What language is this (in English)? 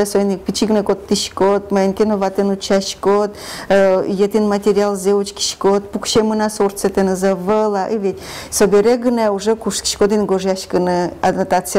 Udmurt